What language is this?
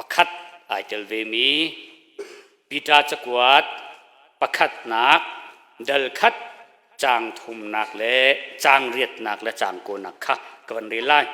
Hakha Chin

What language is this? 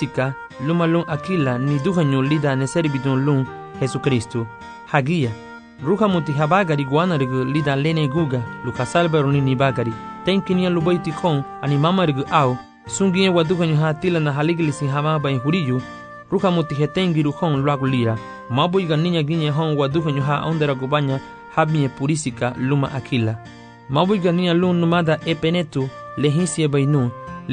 Garifuna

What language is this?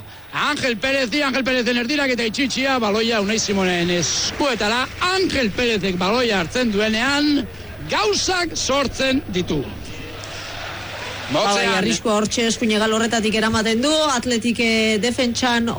Basque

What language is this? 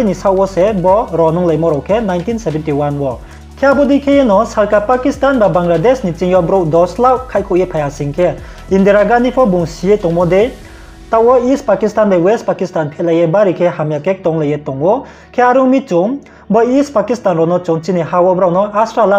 Riang (India)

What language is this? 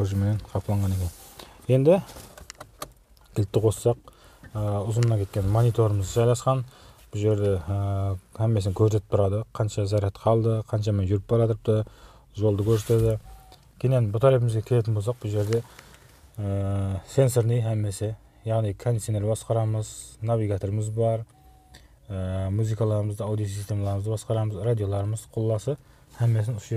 Kazakh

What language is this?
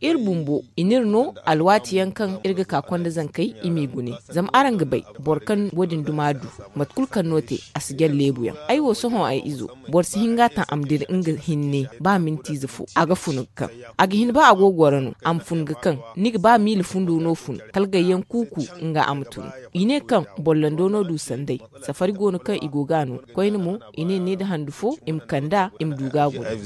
Zarma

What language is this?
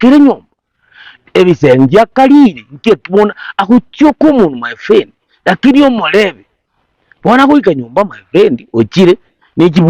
Gusii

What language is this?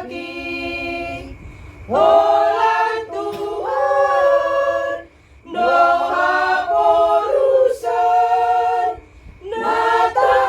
Batak Toba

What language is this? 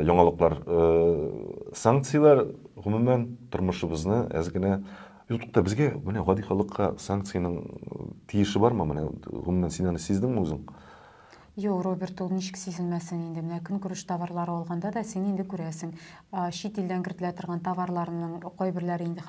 Tatar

